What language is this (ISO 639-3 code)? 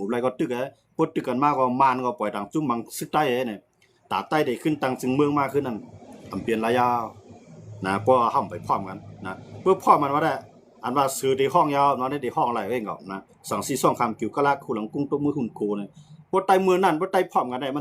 shn